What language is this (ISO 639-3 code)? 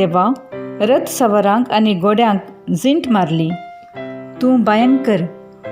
kok